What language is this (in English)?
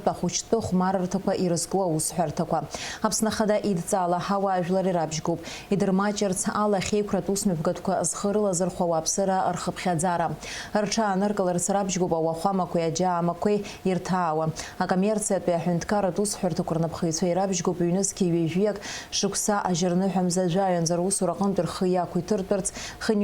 Abkhazian